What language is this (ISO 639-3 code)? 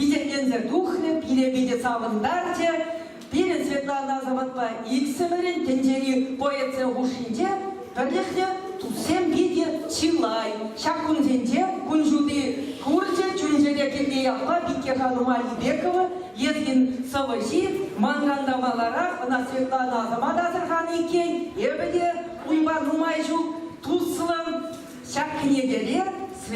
chv